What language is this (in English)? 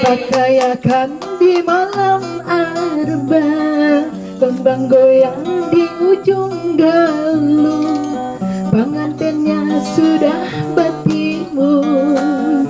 Banjar